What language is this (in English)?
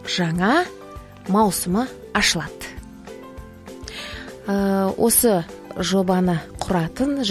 Kazakh